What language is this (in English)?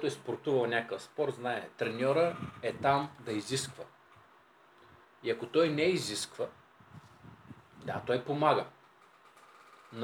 Bulgarian